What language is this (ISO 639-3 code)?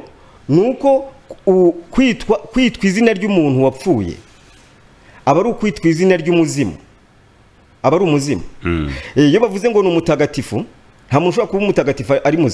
kin